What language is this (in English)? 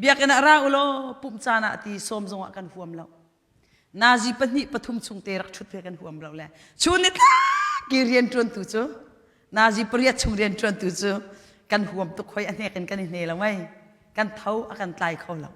Hakha Chin